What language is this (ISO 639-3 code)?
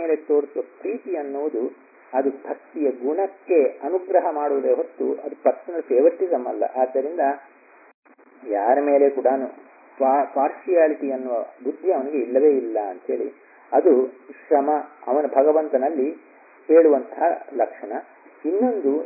kan